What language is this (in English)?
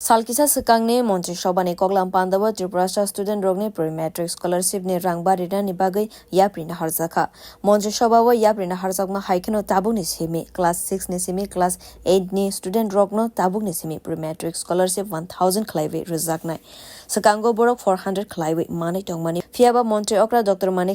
Kok Borok